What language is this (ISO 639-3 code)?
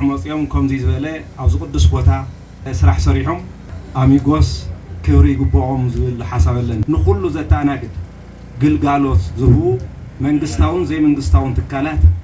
tir